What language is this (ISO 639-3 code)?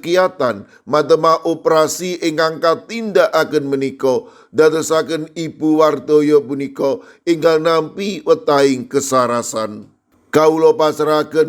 jav